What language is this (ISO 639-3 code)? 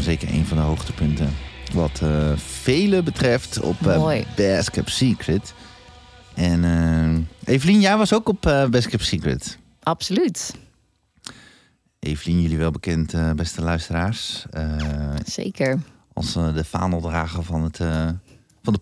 nld